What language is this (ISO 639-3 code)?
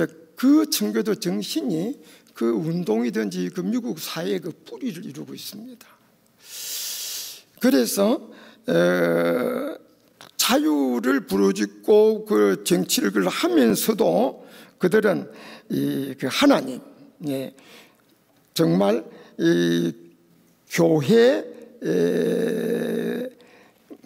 kor